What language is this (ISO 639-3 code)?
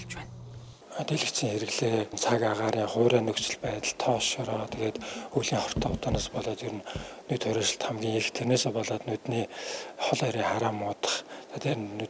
mon